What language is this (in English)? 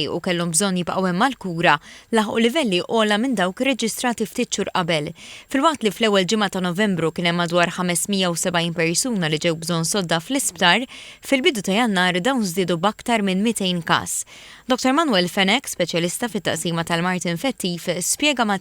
Maltese